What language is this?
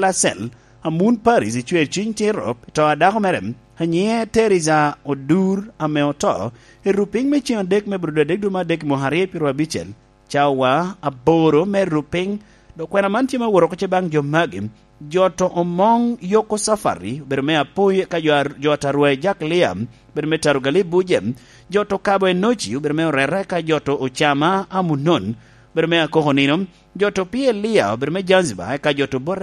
Lango (Uganda)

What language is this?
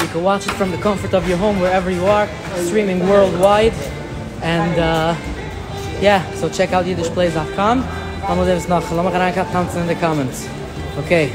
Yiddish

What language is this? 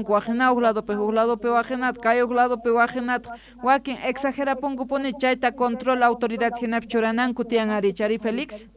Quechua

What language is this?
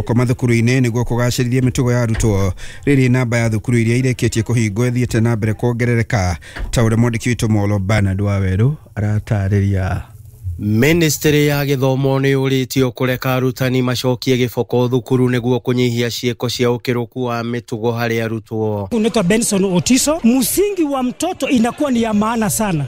Kikuyu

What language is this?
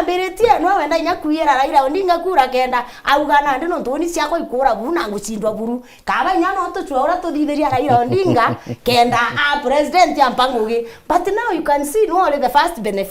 Meru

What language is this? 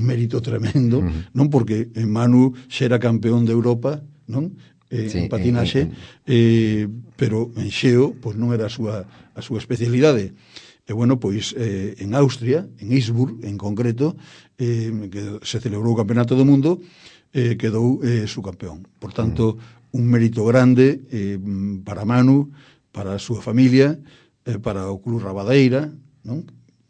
Galician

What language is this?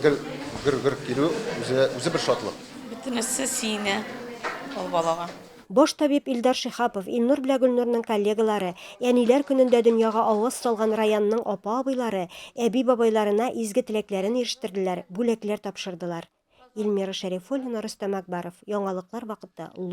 Tatar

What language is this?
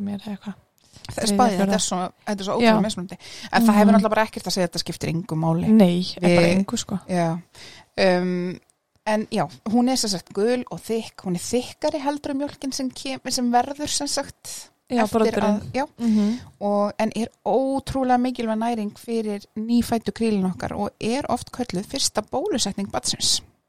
Icelandic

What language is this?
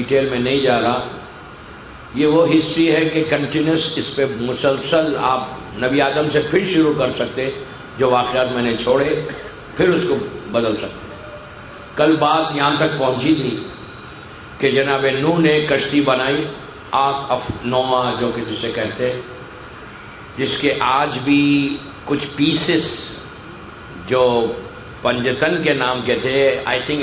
Urdu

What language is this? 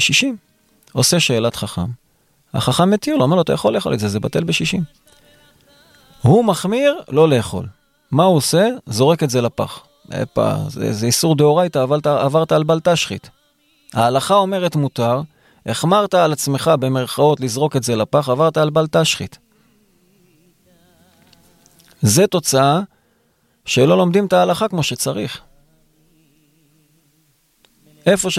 Hebrew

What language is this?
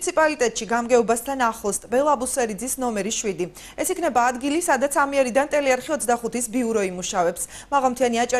Georgian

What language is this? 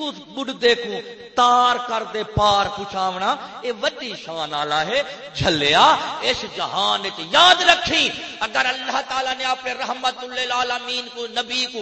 Saraiki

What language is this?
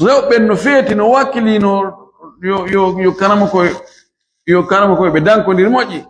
Fula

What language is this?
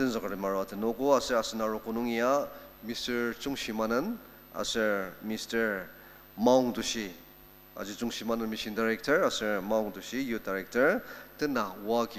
Ao Naga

